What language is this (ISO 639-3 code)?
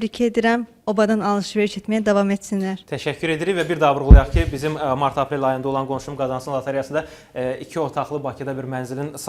aze